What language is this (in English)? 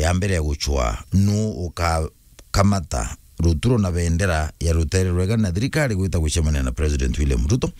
Meru